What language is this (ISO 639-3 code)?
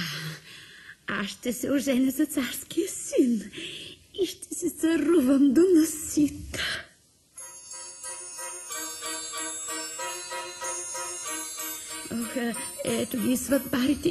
bul